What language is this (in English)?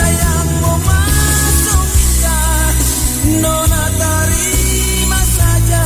Manado Malay